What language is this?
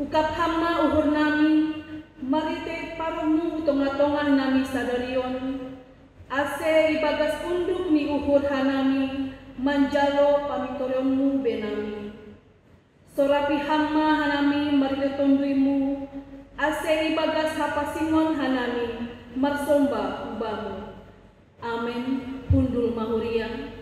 Batak Simalungun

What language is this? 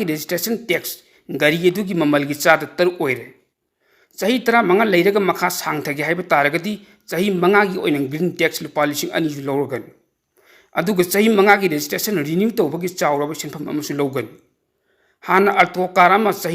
Manipuri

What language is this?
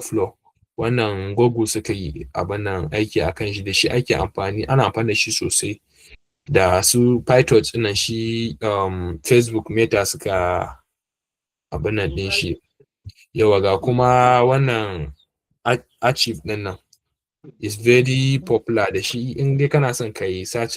Hausa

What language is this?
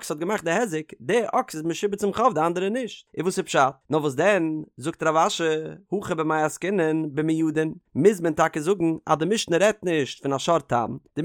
Yiddish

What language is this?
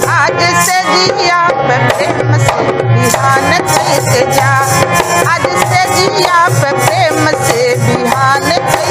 Bhojpuri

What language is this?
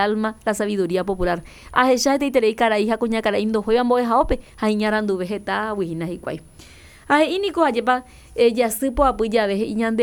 Guarani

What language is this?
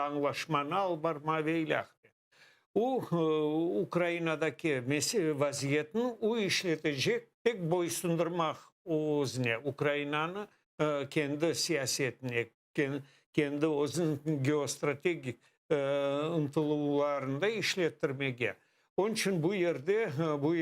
Crimean Tatar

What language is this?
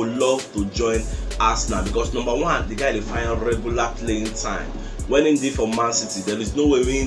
Nigerian Pidgin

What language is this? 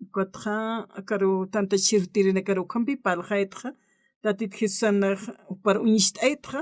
Aymara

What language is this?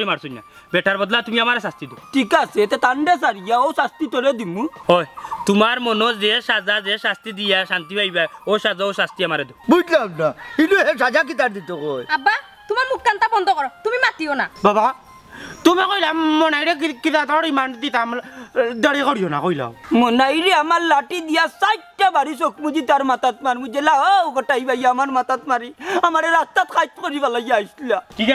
Sylheti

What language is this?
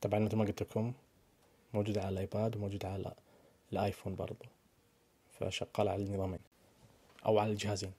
Najdi Arabic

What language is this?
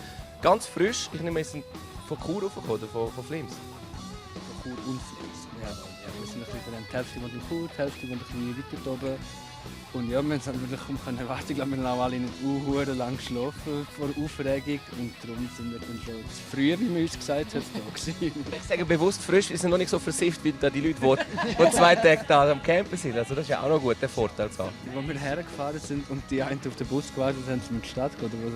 Romansh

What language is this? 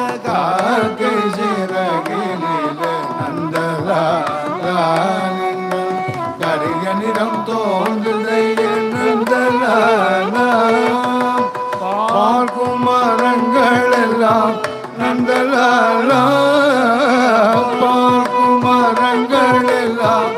Tamil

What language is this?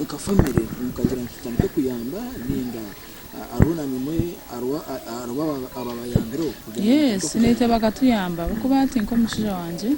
Nyankole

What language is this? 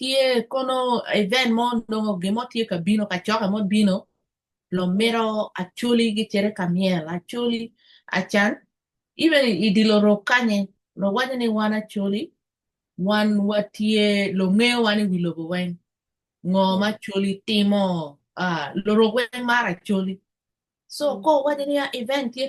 Acoli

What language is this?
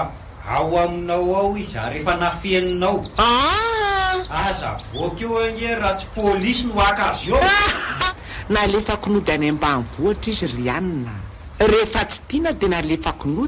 Malagasy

